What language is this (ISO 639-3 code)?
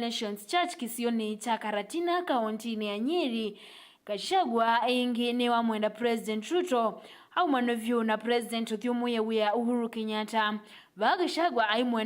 kam